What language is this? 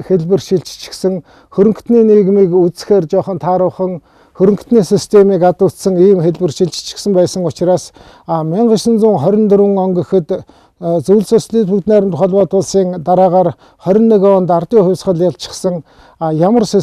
Mongolian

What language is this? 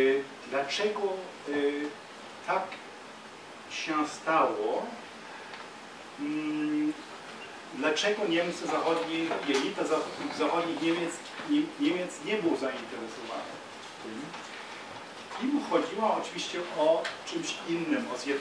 Polish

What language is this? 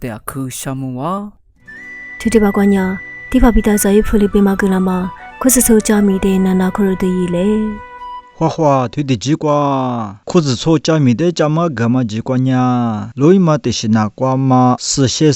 Lisu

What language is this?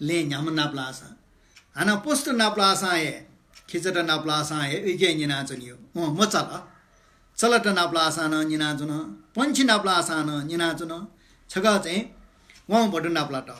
Newari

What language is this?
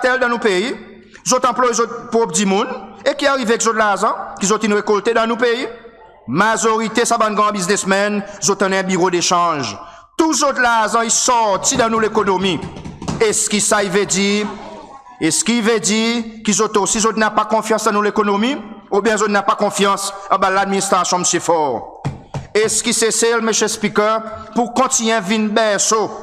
Seselwa Creole French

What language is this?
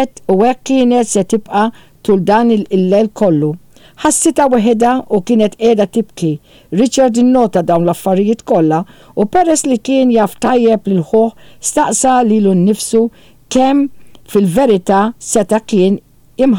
Maltese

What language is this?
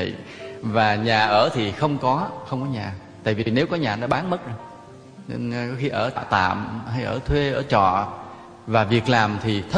Vietnamese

